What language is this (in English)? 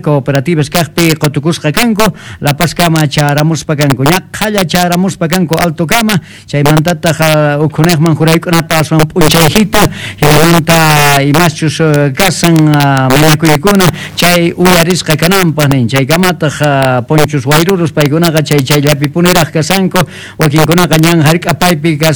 South Bolivian Quechua